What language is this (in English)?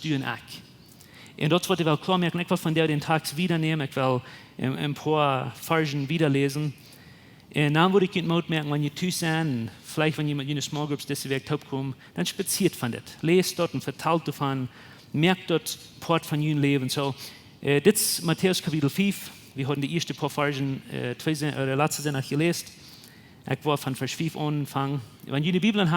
Plautdietsch